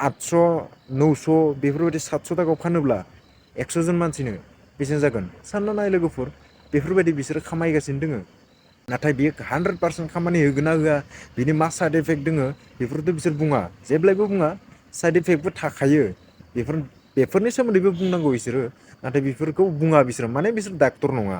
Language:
Bodo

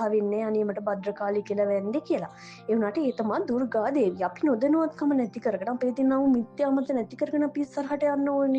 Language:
Sinhala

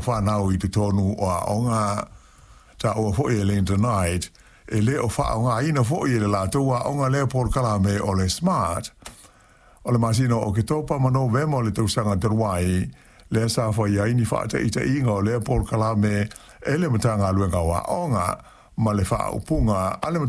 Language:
Samoan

